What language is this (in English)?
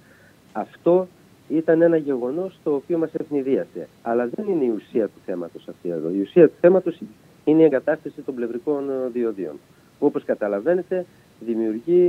Greek